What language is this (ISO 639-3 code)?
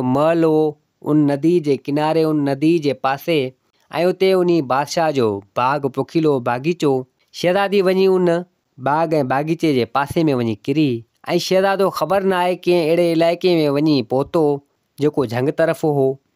snd